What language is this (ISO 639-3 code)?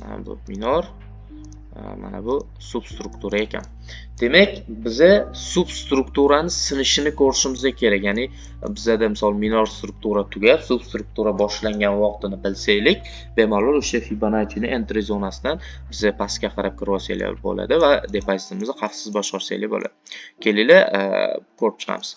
uzb